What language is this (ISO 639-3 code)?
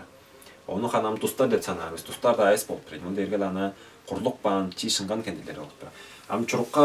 tyv